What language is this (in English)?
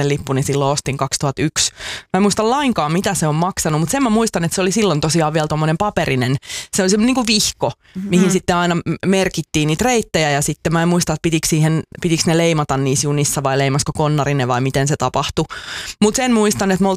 Finnish